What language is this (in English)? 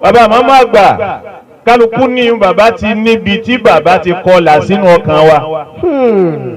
Yoruba